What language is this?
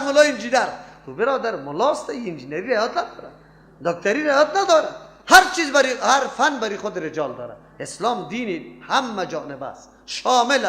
Persian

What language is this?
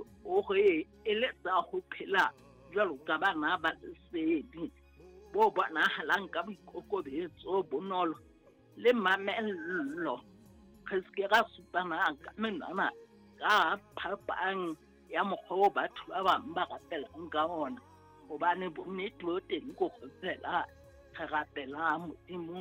Southern Sotho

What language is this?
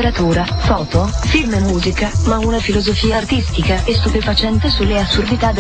Italian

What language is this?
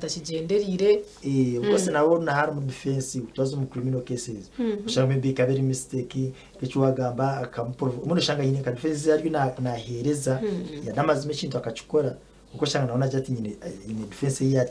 Nyankole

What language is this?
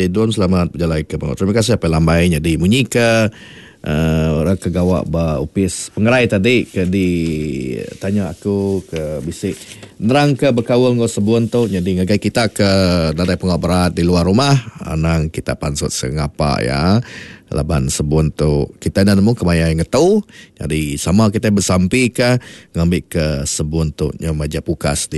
Iban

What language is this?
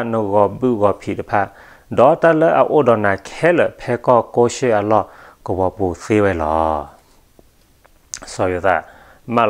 S'gaw Karen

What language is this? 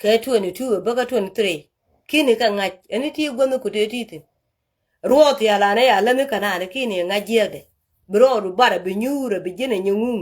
Nuer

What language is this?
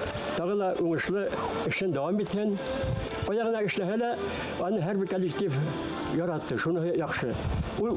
Bashkir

